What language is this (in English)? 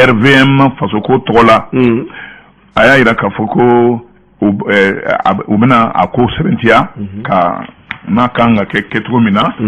Bambara